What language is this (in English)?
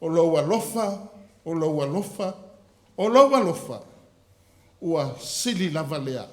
Samoan